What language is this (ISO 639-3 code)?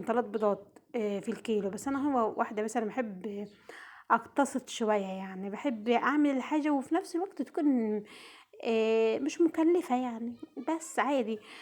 arz